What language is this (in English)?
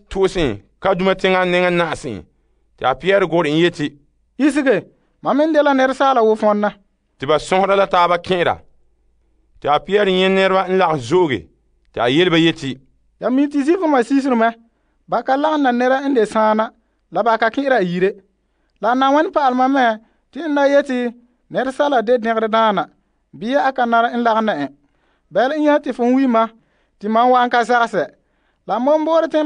Frafra